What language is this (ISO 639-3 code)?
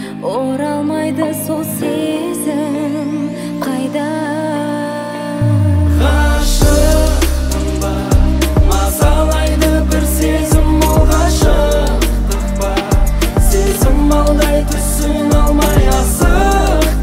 kaz